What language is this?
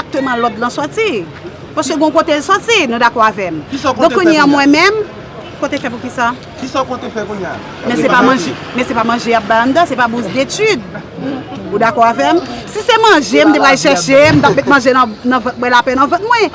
Haitian Creole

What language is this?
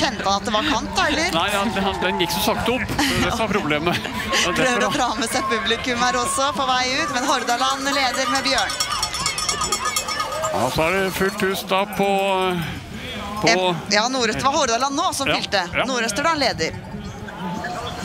Norwegian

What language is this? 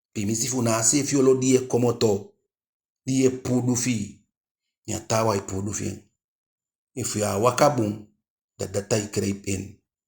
Eastern Maroon Creole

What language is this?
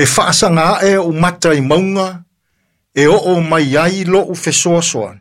Samoan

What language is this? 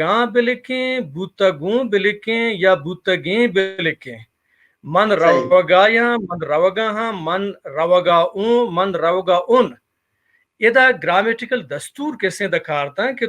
Baluchi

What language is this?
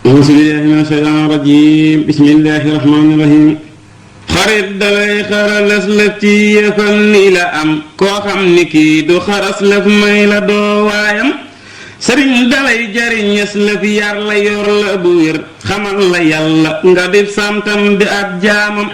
Wolof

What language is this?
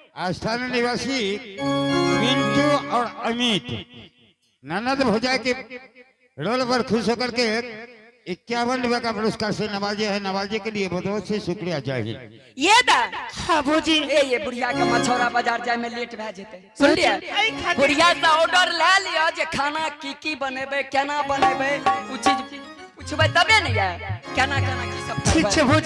Angika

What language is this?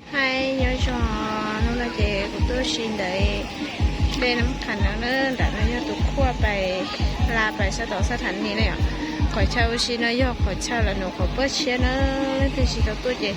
Hmong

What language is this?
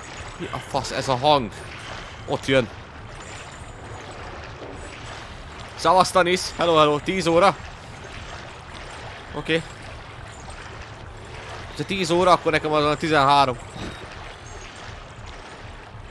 Hungarian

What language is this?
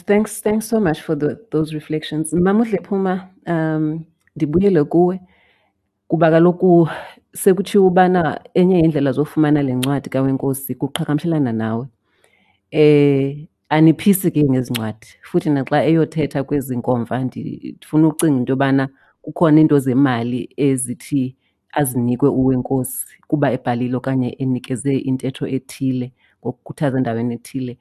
Xhosa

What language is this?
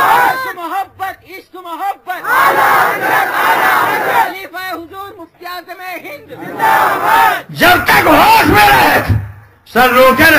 Urdu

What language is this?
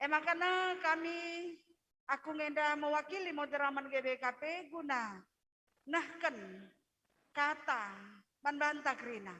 Batak Karo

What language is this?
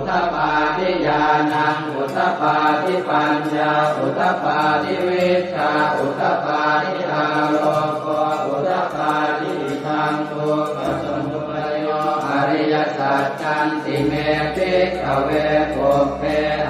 Pali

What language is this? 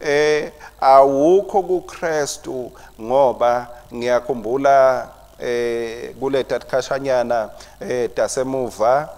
Swati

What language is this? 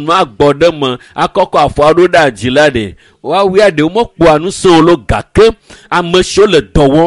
Ewe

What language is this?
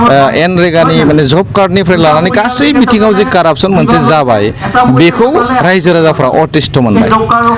Bodo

